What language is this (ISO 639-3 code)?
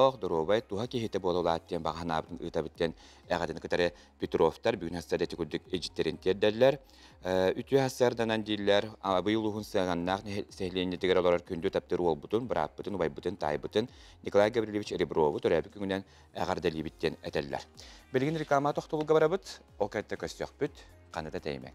sah